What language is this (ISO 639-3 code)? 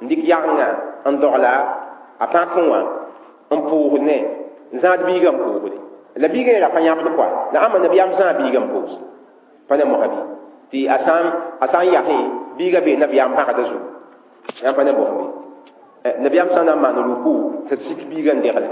mos